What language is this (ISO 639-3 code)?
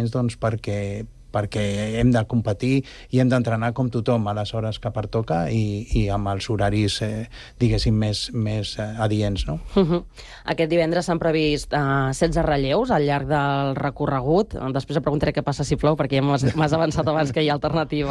cat